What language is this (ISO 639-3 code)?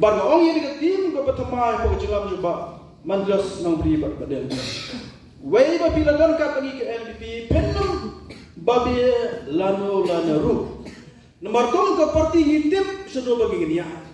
kha